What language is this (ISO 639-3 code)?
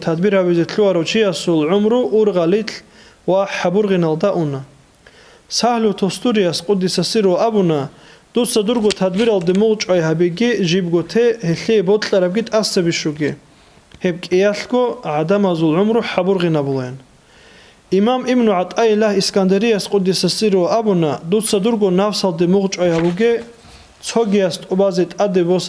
ava